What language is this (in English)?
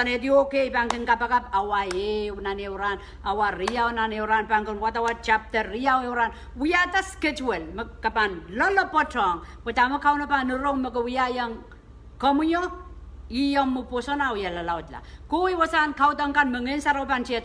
Pohnpeian